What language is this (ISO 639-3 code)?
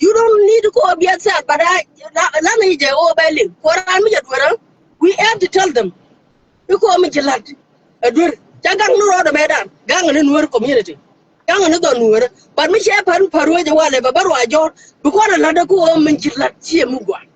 nus